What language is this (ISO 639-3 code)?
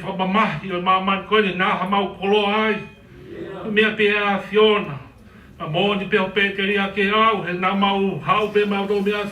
ton